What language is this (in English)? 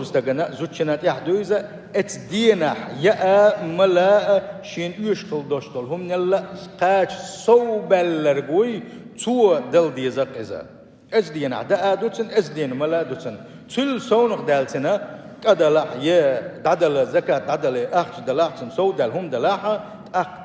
Chechen